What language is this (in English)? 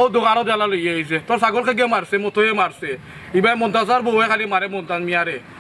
Sylheti